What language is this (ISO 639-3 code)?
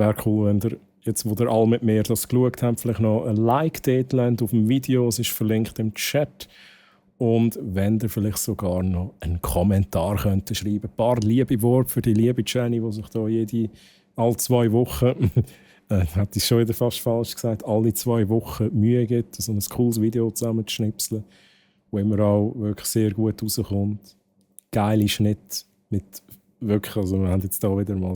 gsw